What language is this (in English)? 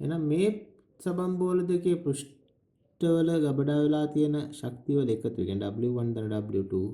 Sinhala